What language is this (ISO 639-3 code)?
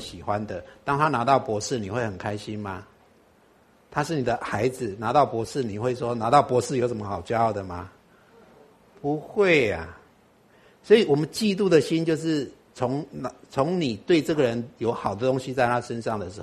zho